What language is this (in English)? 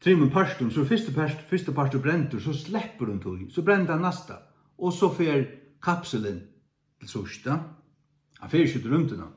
Faroese